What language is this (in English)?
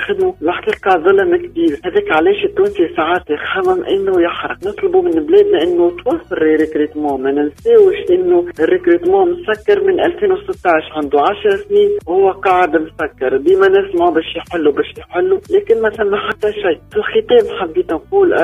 Tunisian Arabic